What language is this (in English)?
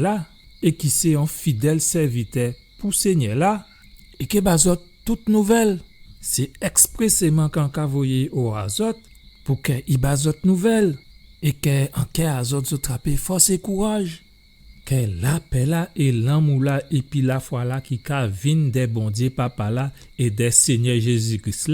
Guadeloupean Creole French